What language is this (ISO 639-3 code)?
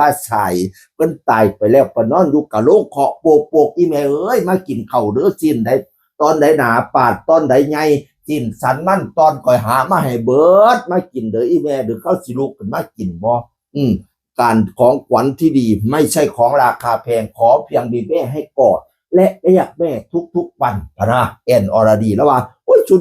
tts